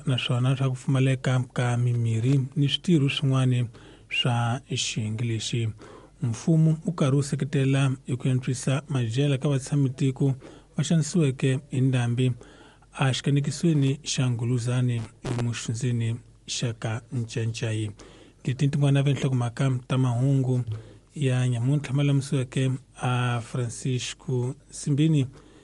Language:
Tsonga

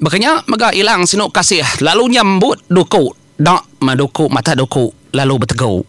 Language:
Iban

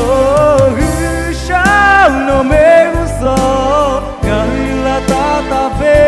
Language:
Lahu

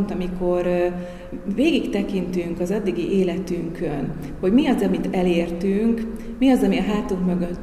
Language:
Hungarian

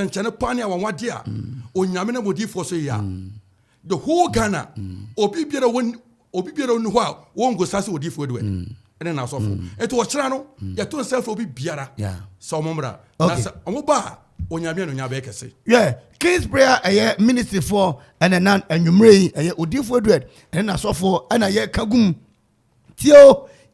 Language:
Akan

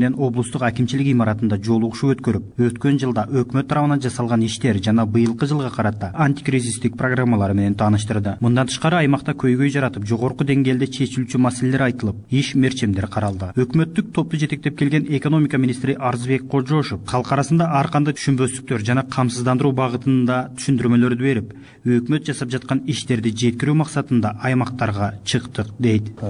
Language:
Kyrgyz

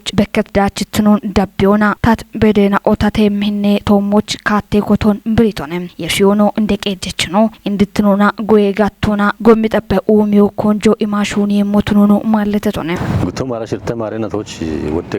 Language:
Kafa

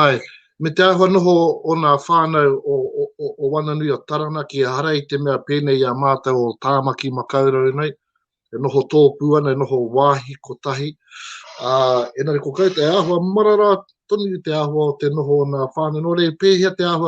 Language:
Māori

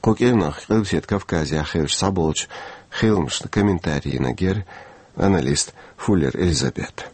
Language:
Chechen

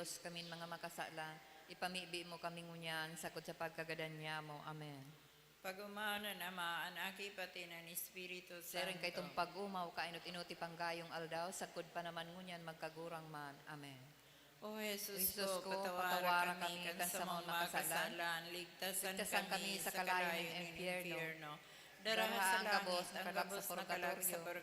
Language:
Bikol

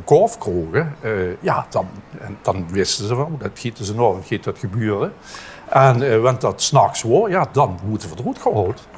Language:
Limburgish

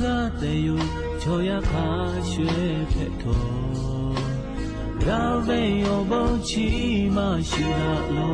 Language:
Lahu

